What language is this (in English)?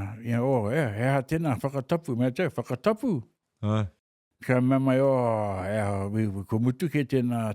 Māori